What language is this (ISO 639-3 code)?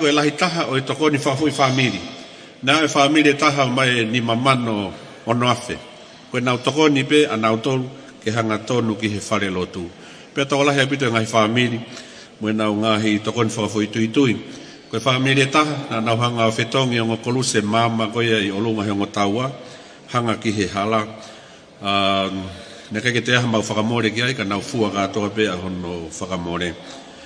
ton